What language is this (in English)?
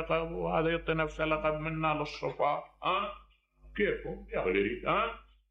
Mesopotamian Arabic